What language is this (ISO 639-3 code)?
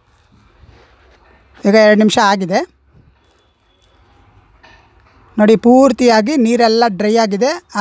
kan